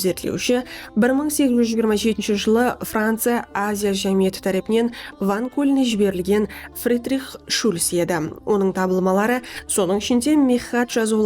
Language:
Kara-Kalpak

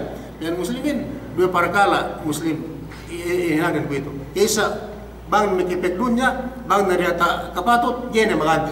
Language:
Yakan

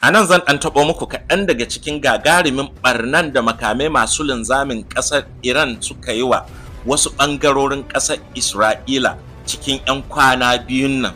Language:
Hausa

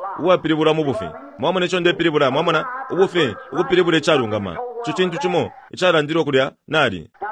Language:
Bemba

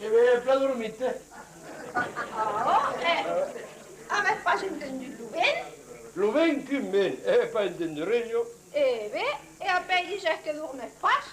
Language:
Occitan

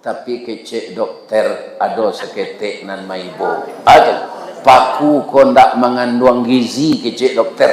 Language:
Minangkabau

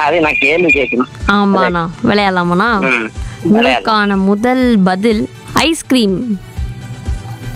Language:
Tamil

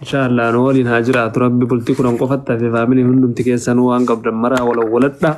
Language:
Oromo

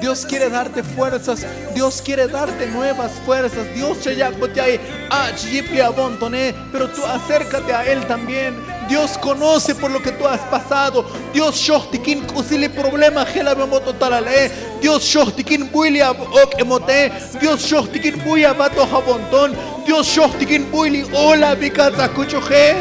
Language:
Tzotzil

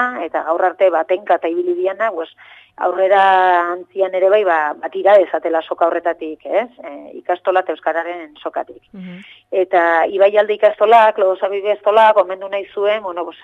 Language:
Basque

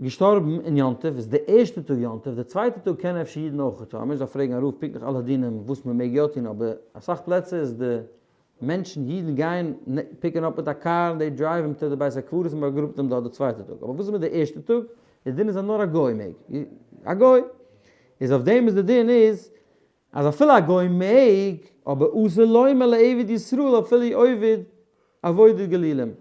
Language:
Yiddish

